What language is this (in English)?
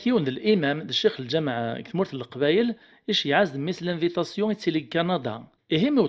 Kabyle